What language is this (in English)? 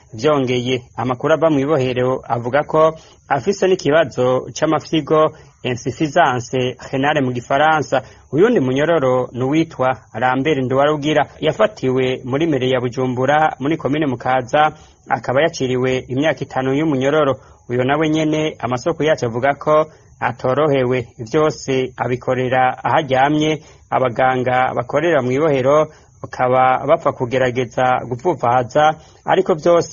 Rundi